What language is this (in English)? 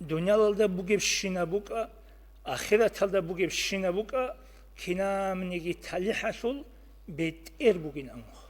Avaric